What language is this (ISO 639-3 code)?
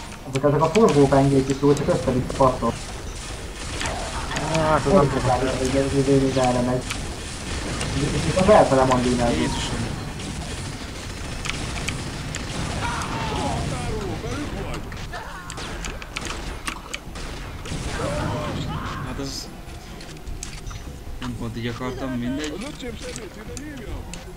hun